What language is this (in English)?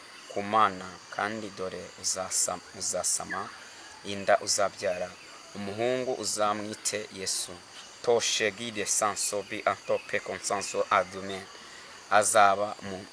Kinyarwanda